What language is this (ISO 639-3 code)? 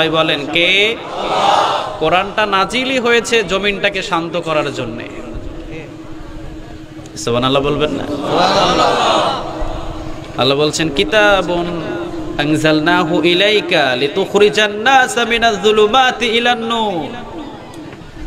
ben